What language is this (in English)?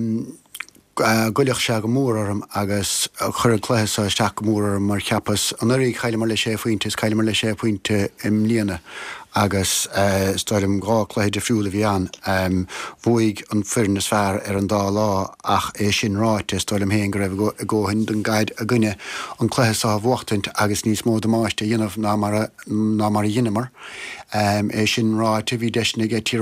Irish